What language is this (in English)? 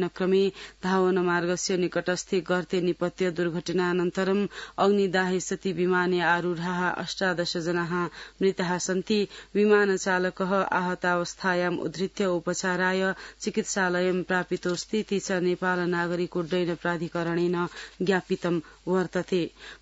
Sanskrit